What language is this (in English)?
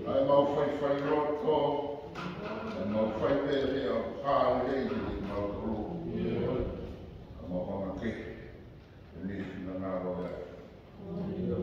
Tongan